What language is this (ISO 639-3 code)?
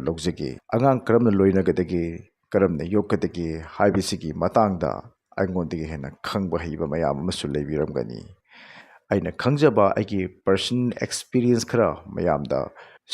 mni